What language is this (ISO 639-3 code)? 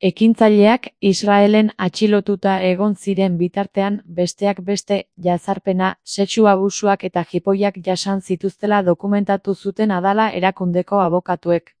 eus